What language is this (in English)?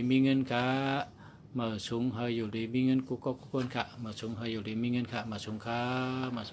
Shan